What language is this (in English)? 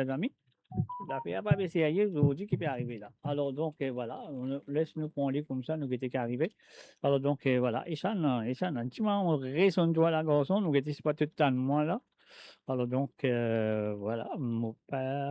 Morisyen